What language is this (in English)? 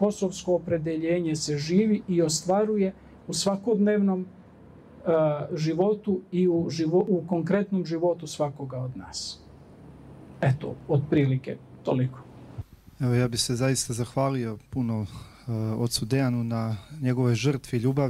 Serbian